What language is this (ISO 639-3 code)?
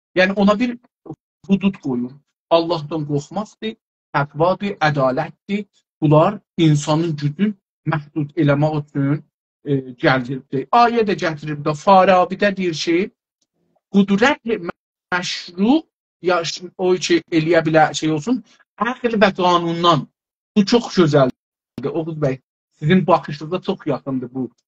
azb